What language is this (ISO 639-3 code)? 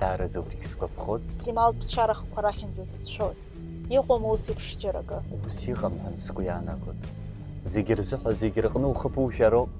abk